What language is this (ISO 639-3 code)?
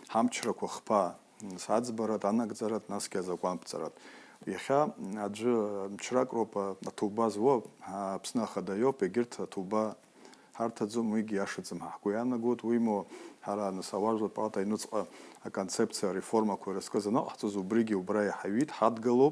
abk